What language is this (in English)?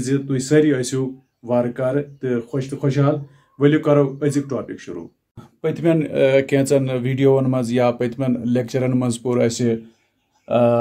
Kashmiri